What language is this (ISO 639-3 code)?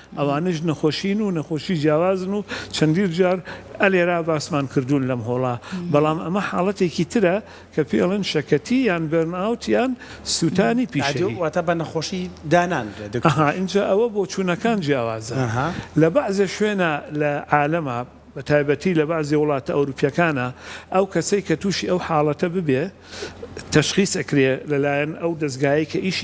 ckb